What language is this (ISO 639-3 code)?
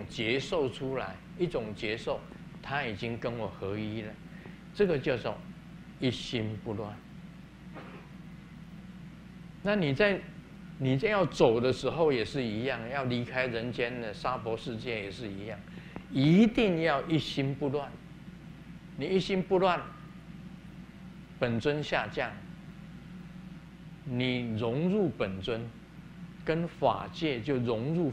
zho